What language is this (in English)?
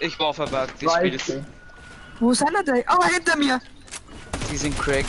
Bavarian